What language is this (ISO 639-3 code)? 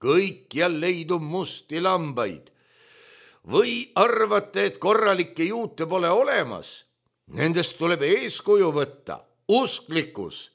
est